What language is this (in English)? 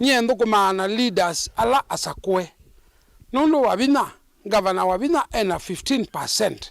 Kamba